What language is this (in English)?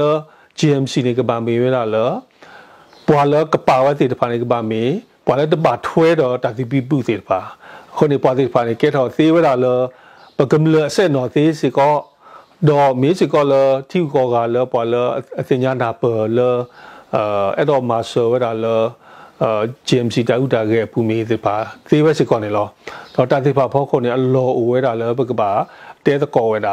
S'gaw Karen